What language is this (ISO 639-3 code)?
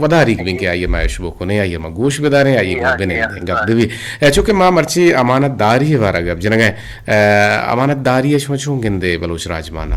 bgp